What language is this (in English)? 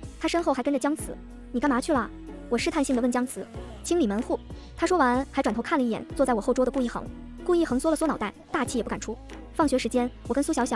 Chinese